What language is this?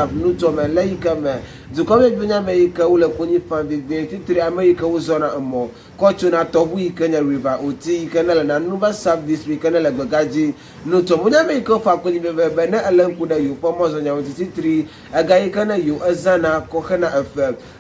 Ewe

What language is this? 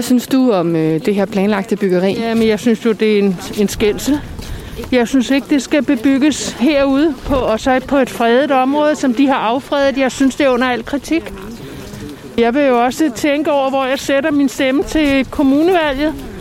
Danish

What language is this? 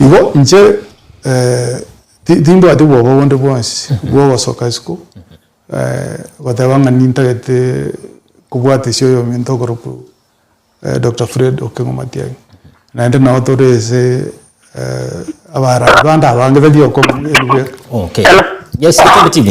Gusii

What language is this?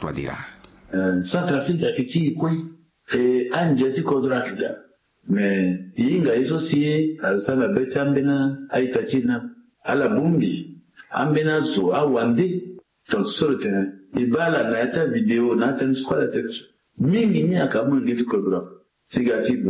Sango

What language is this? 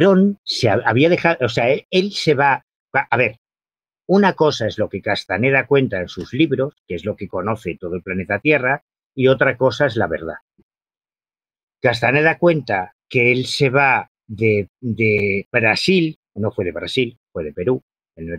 Spanish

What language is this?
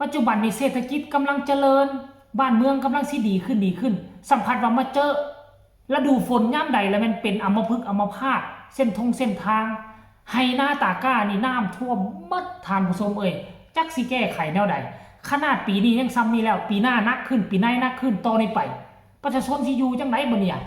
Northeastern Thai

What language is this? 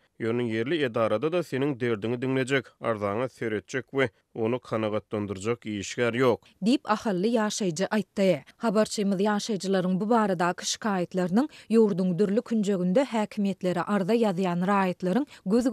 Turkmen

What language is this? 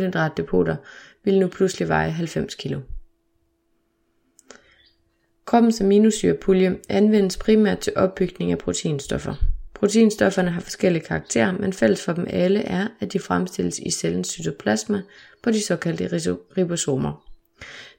Danish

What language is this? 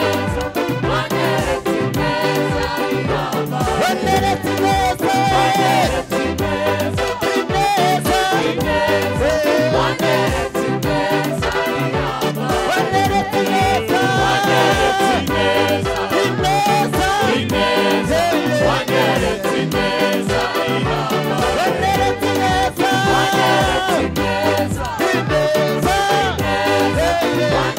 Kinyarwanda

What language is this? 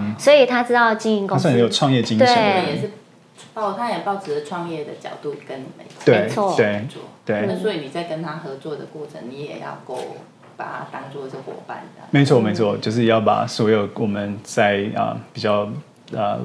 Chinese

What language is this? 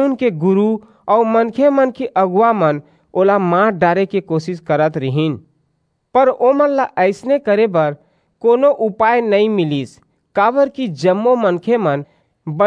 Chhattisgarhi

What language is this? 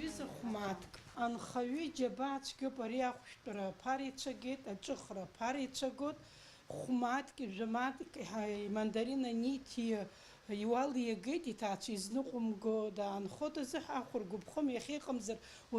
Abkhazian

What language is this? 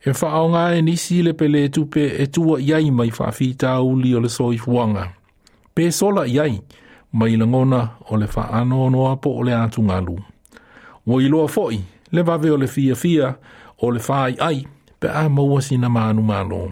Samoan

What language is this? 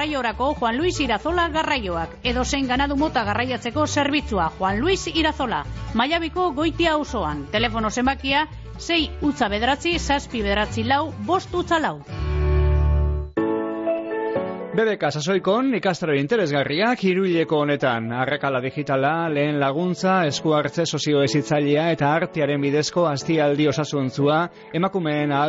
Basque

